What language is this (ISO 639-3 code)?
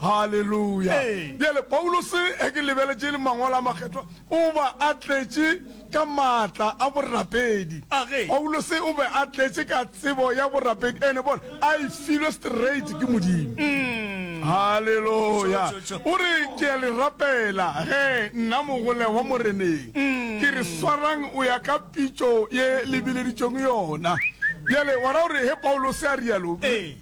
nso